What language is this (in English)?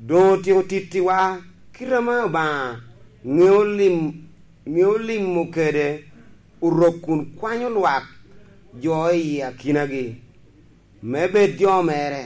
Lango (Uganda)